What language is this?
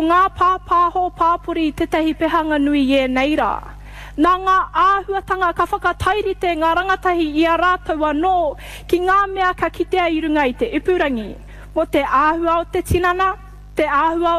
Māori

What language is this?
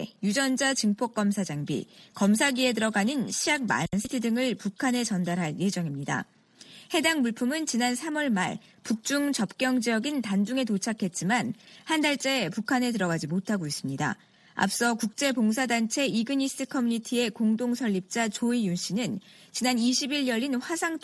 Korean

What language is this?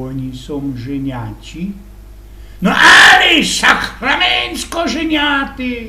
Silesian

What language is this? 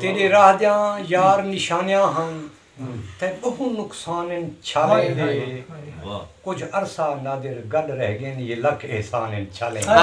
Saraiki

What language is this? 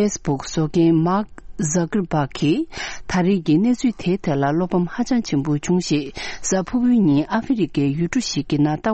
Tibetan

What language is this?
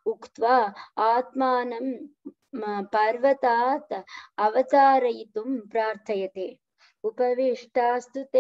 Sanskrit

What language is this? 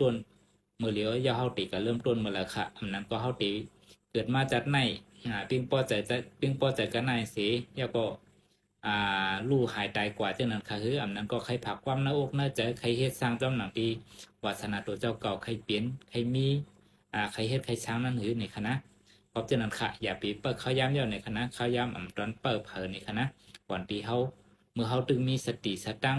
Shan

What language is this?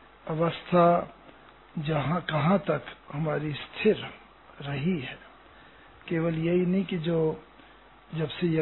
Hindi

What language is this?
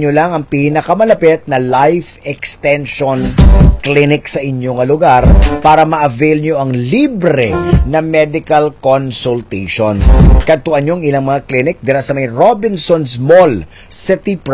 Filipino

